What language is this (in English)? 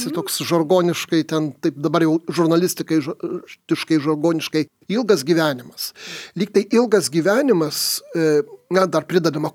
Lithuanian